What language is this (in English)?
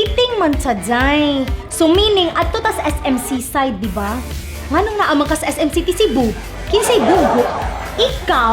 Cebuano